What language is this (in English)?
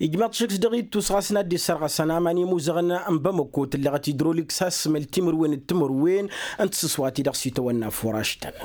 Tamasheq